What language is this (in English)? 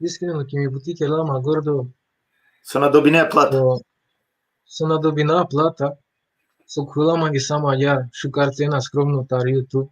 Balkan Romani